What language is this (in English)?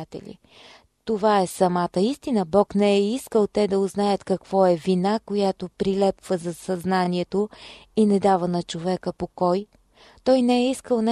Bulgarian